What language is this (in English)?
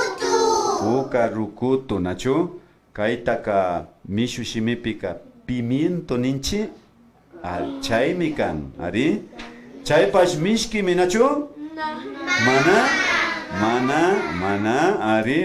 Imbabura Highland Quichua